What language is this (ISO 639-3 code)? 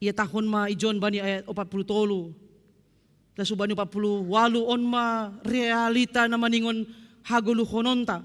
bts